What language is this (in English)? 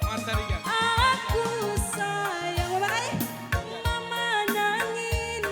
Batak Karo